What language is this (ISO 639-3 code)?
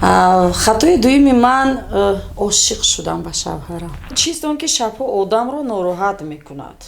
tgk